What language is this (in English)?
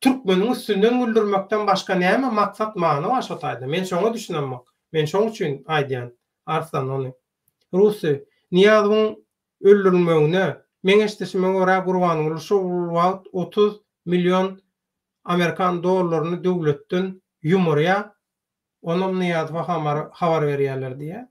Turkmen